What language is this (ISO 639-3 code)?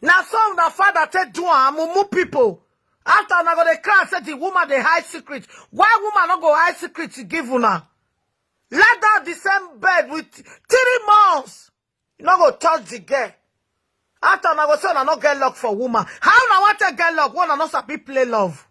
pcm